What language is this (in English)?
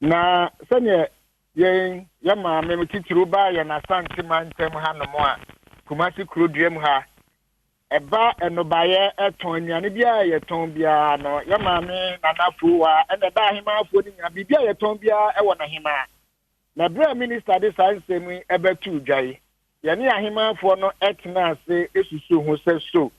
Akan